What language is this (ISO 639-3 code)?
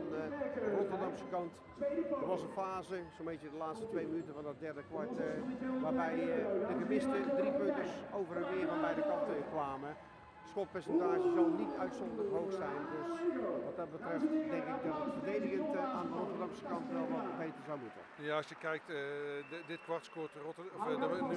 nld